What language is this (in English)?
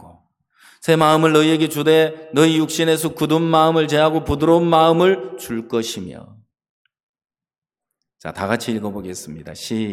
Korean